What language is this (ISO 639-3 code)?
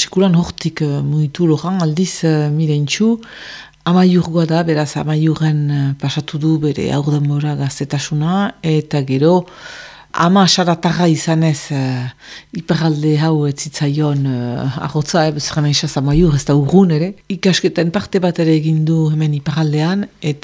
eus